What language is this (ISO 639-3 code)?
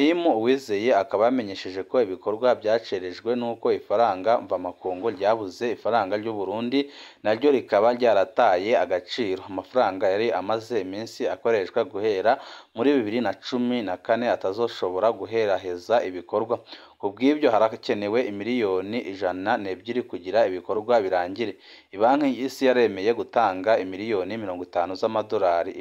run